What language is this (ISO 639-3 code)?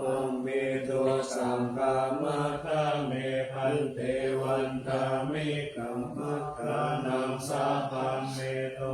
pli